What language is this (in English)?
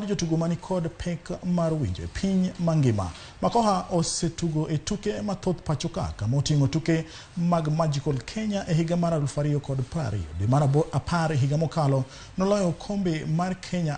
Luo (Kenya and Tanzania)